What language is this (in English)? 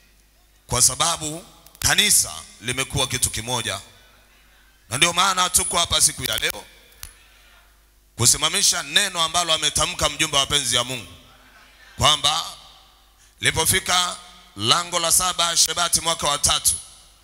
Swahili